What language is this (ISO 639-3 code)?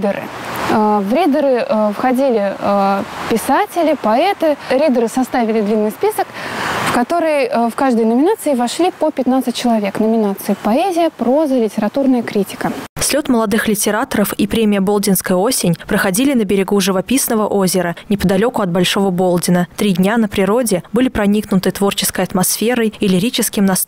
rus